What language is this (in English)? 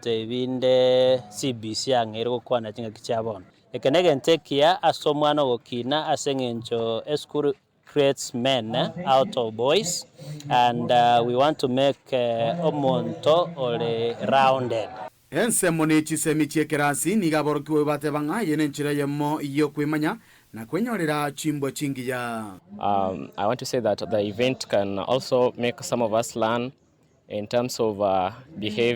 Gusii